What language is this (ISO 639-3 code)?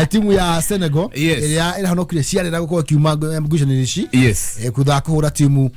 kik